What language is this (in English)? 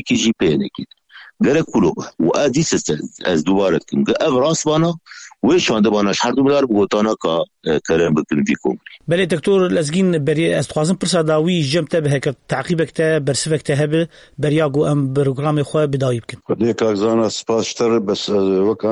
Kurdish